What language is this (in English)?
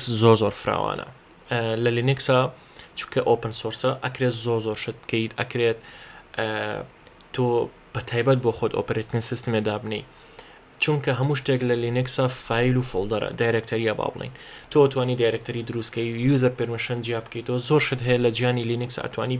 Central Kurdish